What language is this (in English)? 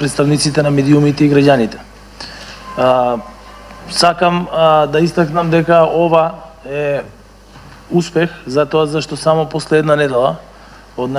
Macedonian